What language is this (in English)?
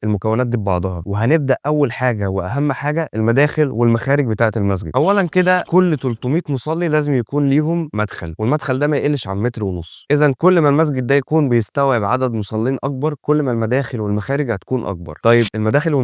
Egyptian Arabic